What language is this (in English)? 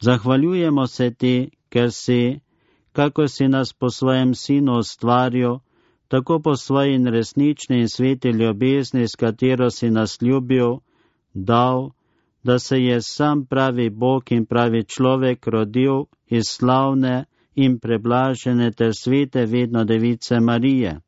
Slovenian